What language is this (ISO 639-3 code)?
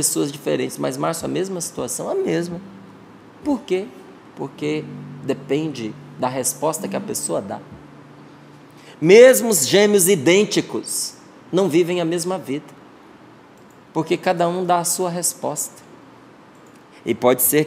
por